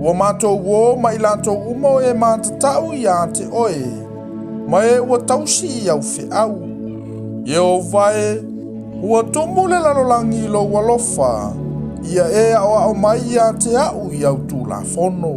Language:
Samoan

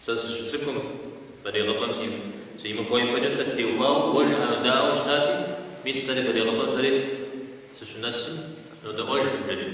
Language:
Kabardian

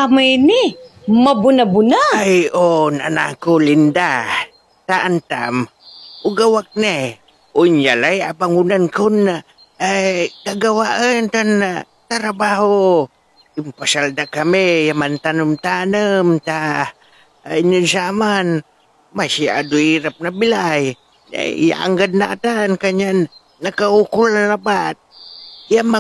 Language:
Pangasinan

